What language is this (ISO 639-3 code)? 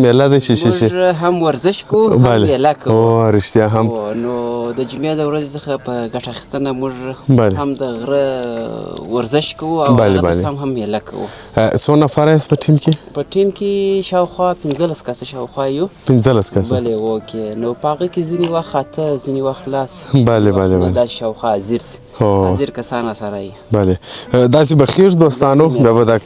pus